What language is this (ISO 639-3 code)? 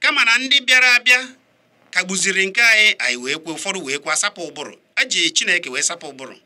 ibo